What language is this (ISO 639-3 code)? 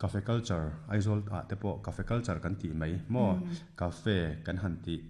lus